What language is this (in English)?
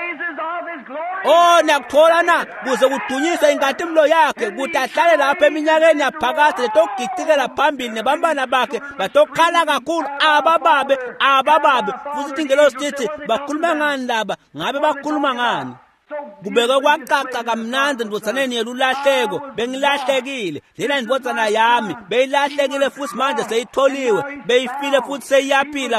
Swati